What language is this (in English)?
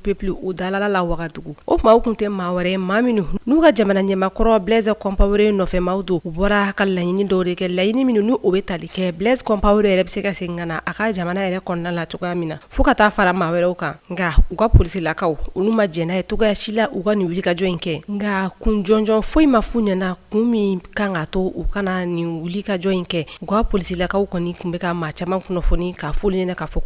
Bambara